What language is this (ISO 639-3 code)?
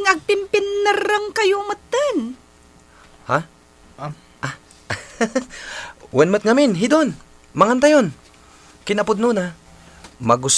ilo